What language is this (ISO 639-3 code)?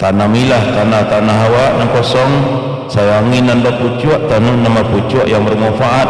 min